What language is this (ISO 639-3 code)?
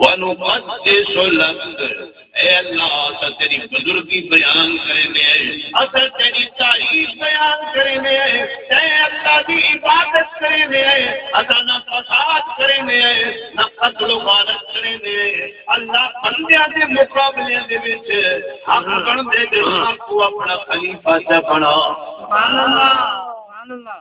skr